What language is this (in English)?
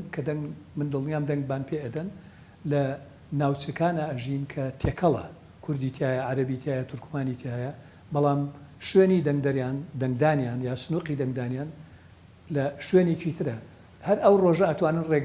Central Kurdish